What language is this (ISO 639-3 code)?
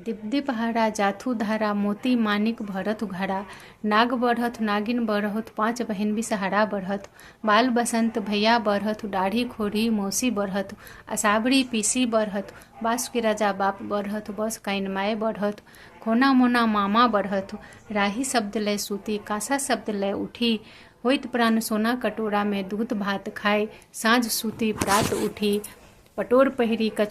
mai